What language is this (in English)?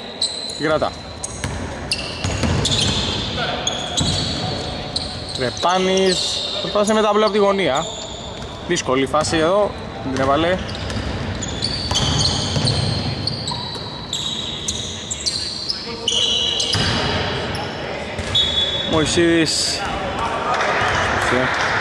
Greek